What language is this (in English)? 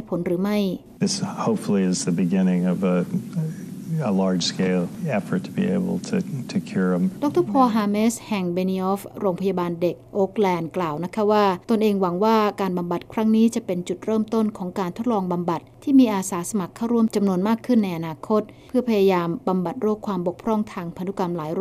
Thai